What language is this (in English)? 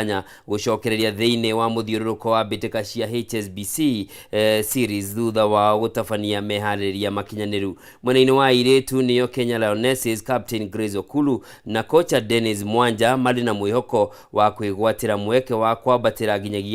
Kikuyu